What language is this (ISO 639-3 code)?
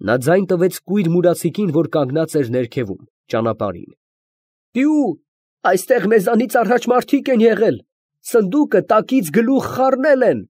hye